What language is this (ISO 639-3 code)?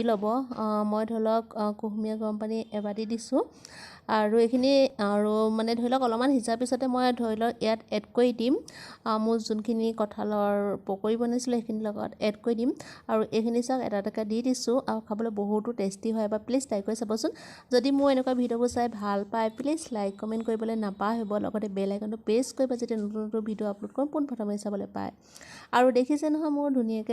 asm